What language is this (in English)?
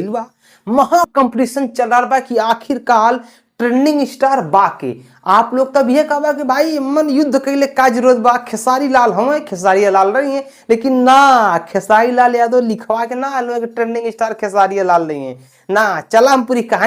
Bhojpuri